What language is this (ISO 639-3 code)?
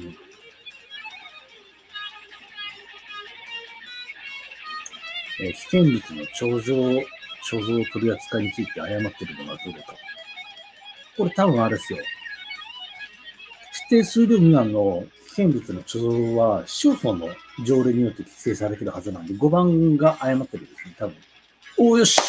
jpn